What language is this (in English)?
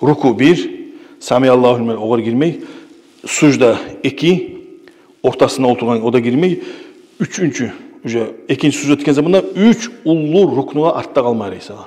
Kumyk